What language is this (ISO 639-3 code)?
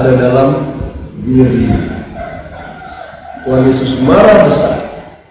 ind